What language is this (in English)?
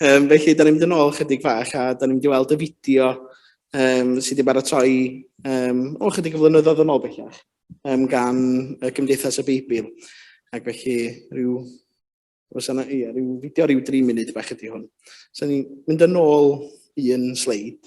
Welsh